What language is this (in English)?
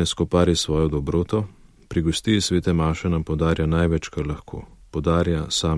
Slovenian